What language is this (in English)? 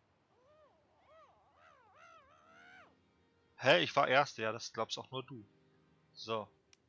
German